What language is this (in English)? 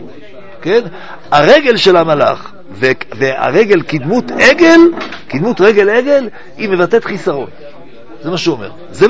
Hebrew